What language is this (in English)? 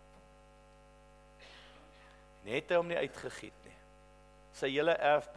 Afrikaans